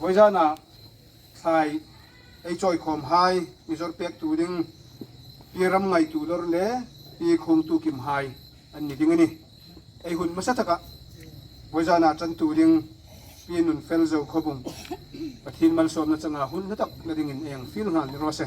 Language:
Hmar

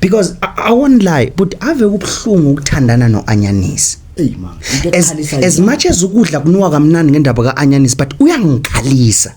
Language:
Zulu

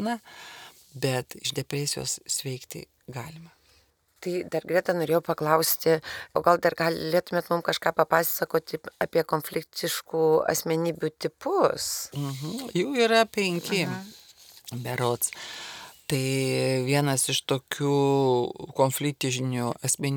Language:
Lithuanian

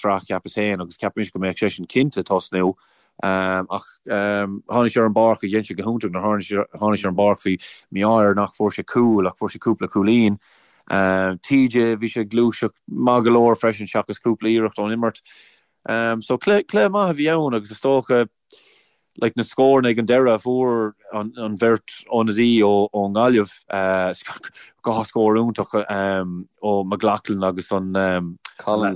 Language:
Irish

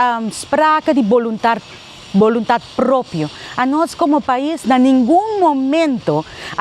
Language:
Papiamento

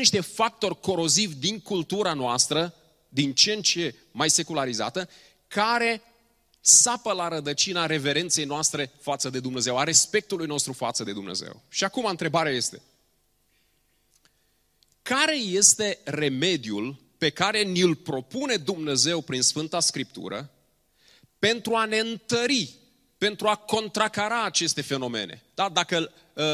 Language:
Romanian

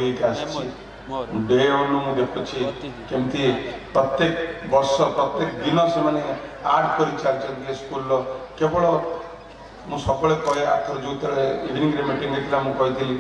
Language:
Odia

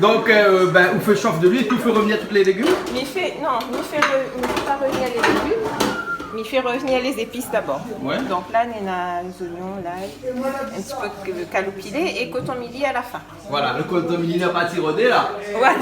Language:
Réunion Creole French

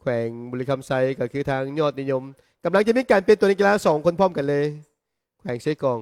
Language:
Lao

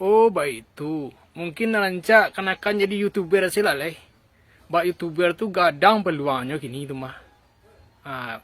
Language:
Minangkabau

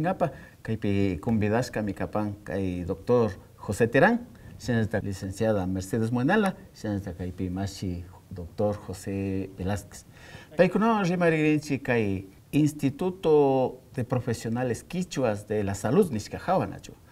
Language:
Imbabura Highland Quichua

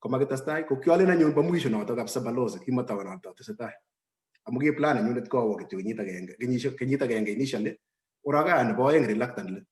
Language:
Kalenjin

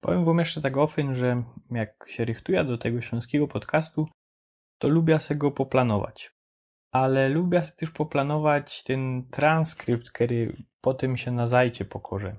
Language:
Silesian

